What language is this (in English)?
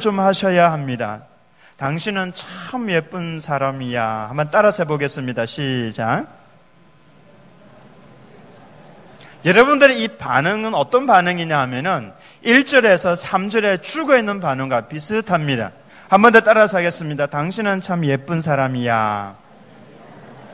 Korean